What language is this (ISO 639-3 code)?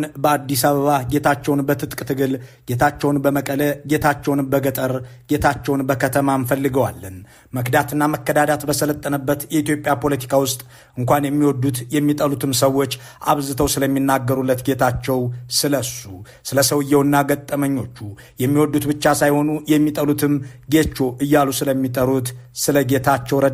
amh